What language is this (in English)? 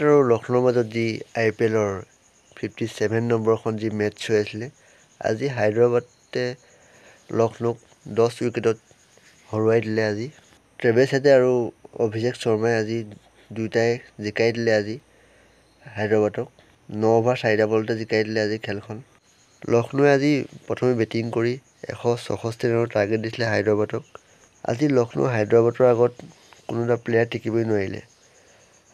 Assamese